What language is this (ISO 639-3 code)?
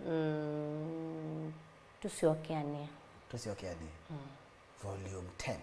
kam